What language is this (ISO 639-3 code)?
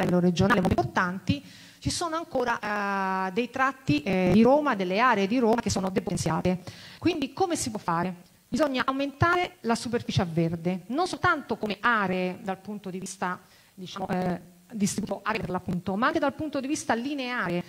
ita